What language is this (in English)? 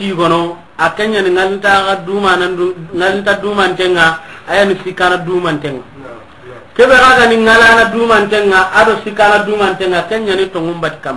Soninke